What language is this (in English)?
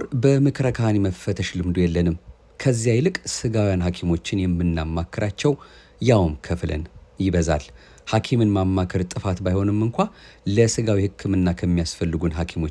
Amharic